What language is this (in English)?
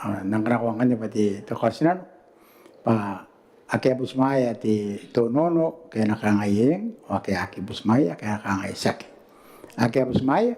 Gilbertese